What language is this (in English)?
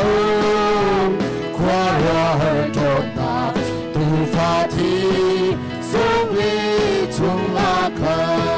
Hakha Chin